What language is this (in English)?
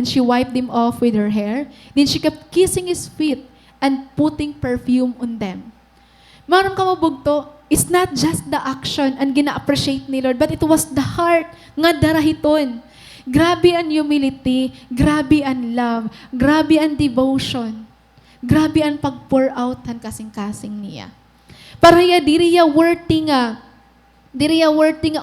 Waray